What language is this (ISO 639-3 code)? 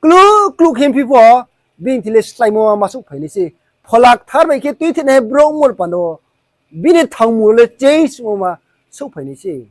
ria